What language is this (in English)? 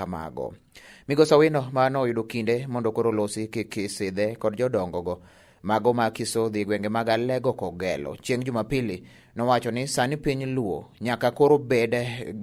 Luo (Kenya and Tanzania)